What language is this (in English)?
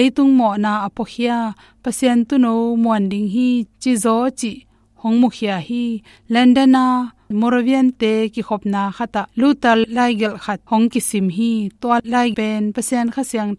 Tedim Chin